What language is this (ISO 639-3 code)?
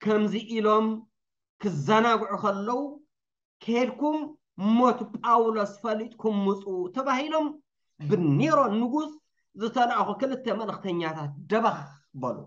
tir